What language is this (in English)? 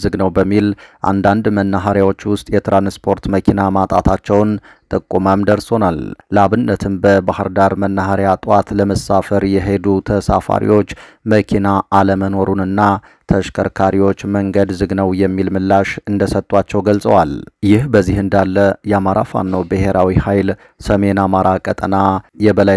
Amharic